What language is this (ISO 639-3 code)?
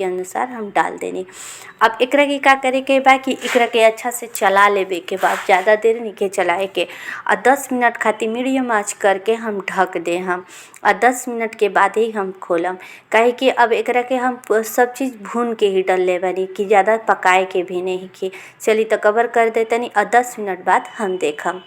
bho